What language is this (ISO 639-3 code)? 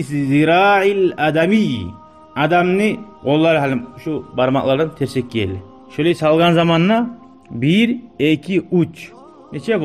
kum